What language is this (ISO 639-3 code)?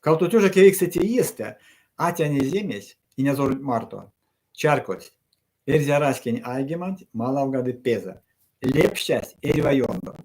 myv